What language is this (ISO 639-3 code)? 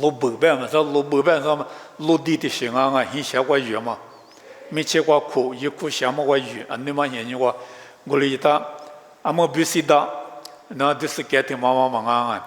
lis